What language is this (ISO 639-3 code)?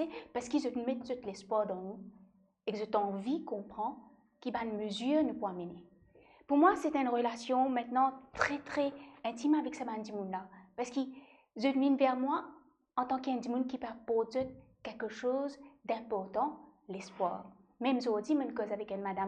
mfe